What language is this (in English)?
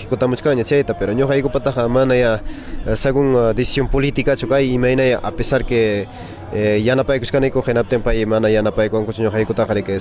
Ayacucho Quechua